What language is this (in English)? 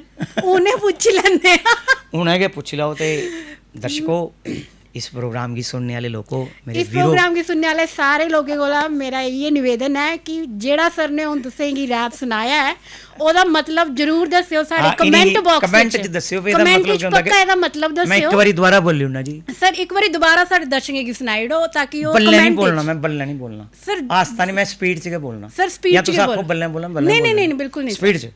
Dogri